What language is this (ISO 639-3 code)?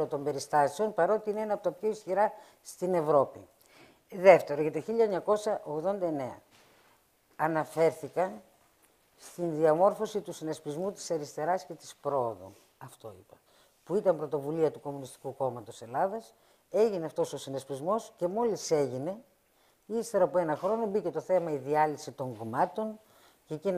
ell